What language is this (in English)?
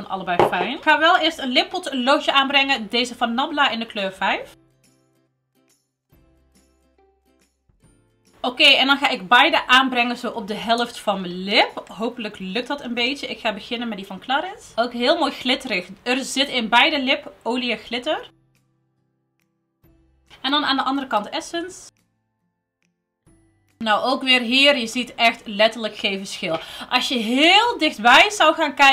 Dutch